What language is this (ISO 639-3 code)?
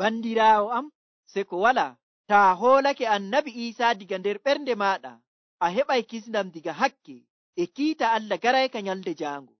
fuv